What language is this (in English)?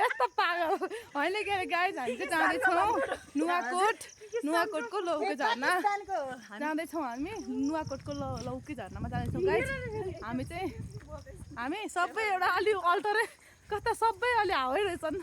Nepali